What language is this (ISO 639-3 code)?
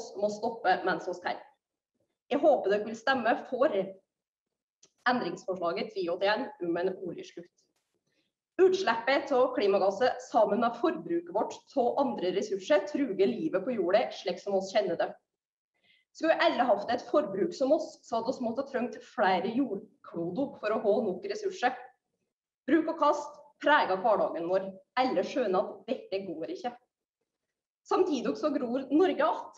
nor